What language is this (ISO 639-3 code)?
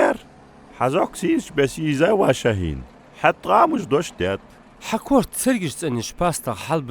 inh